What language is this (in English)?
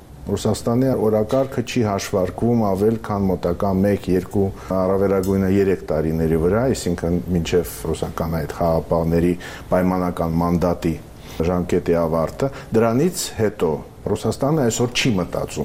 Armenian